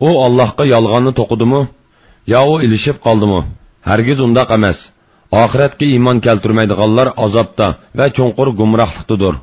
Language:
Uyghur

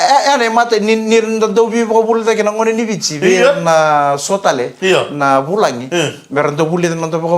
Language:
Fijian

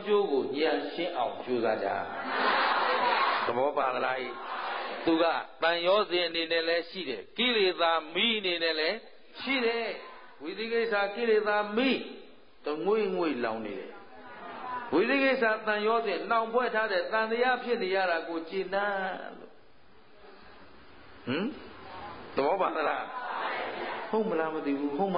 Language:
Burmese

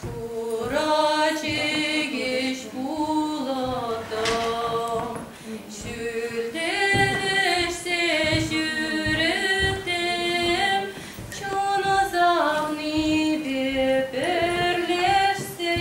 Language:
Chuvash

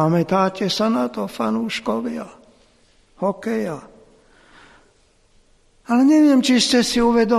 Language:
Slovak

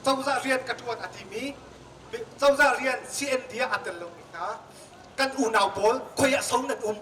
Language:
Hakha Chin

